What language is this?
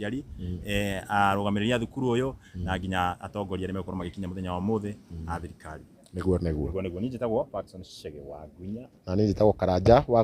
Kikuyu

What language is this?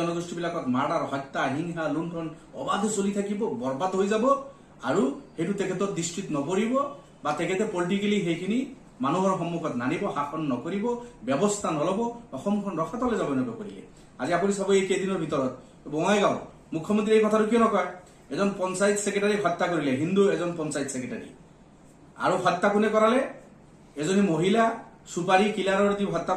Assamese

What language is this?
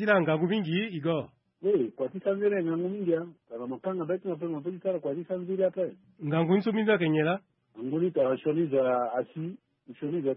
Sango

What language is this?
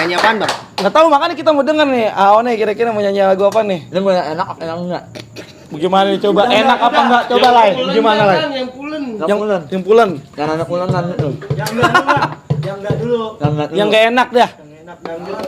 Betawi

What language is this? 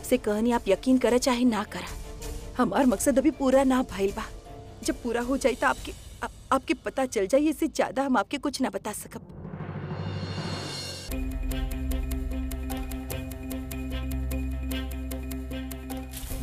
Bhojpuri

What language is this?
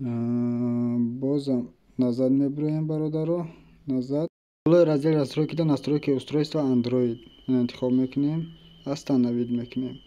Tajik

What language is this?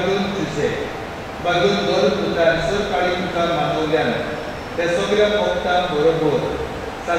Konkani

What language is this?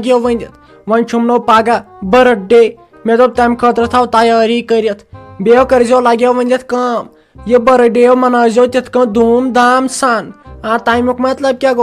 Kashmiri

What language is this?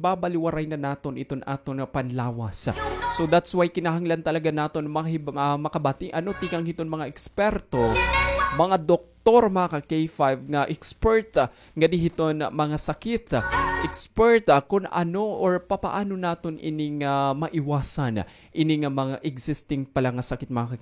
Waray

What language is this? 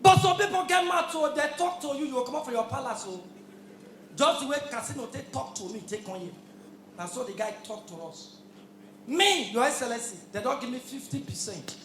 Nigerian Pidgin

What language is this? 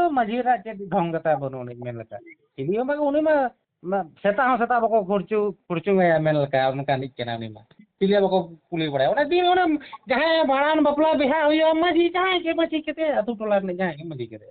Santali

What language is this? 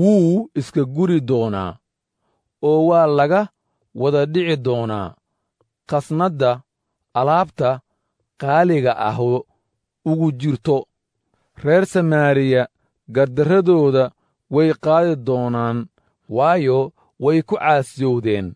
Somali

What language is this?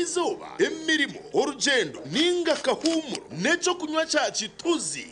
Nyankole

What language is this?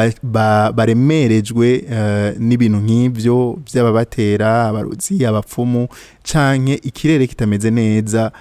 Rundi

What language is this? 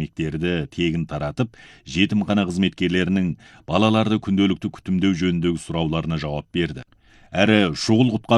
Kazakh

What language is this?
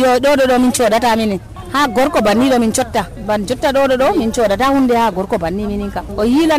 Nigerian Fulfulde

